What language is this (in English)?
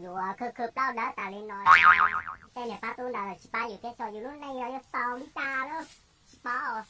Hmong